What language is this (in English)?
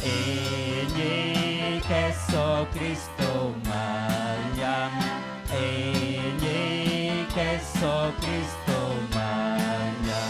Ayacucho Quechua